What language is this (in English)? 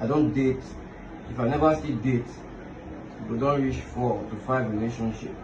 Nigerian Pidgin